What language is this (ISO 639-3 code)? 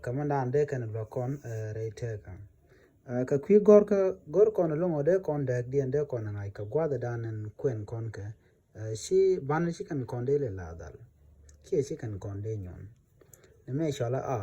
nus